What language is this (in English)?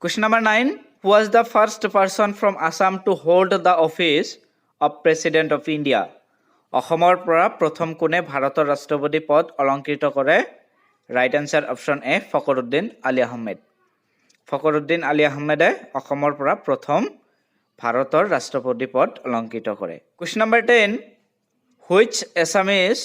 Assamese